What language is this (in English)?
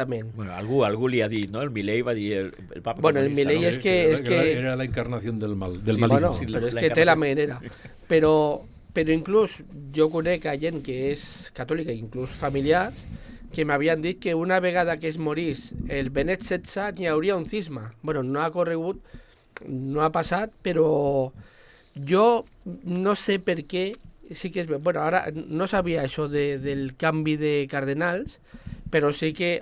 Catalan